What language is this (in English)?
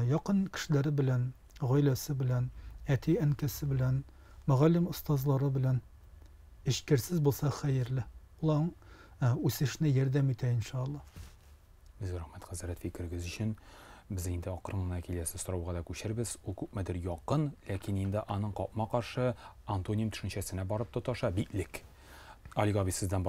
Tatar